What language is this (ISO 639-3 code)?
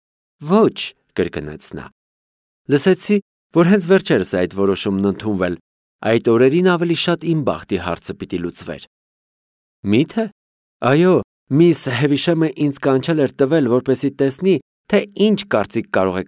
hye